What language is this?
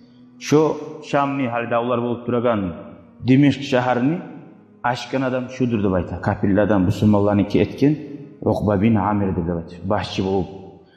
Kumyk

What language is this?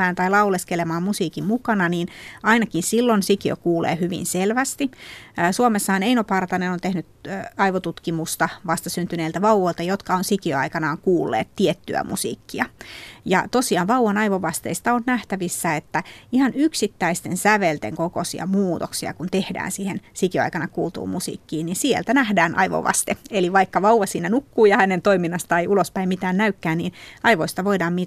Finnish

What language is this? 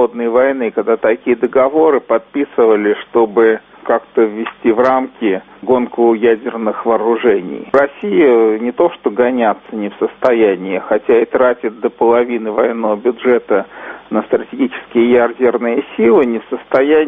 Russian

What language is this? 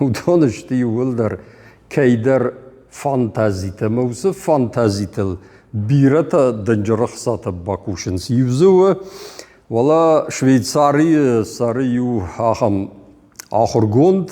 Ossetic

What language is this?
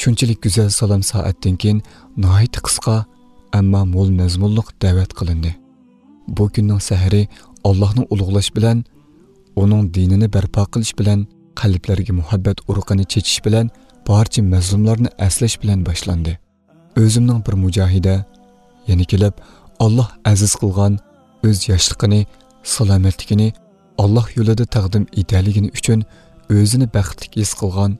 Uyghur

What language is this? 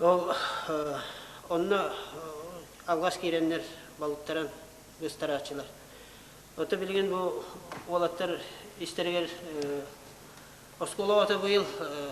Yakut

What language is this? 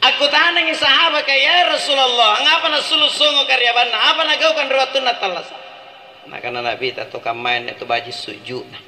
Makasar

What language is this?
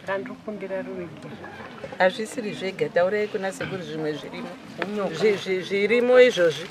Shona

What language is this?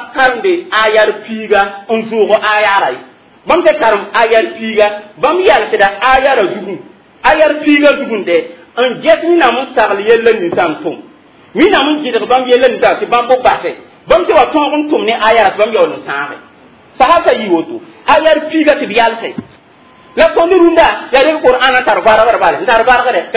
Mossi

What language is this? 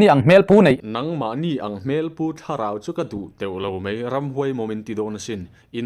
Mizo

